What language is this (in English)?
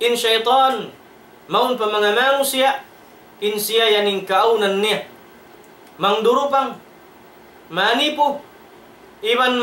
Tausug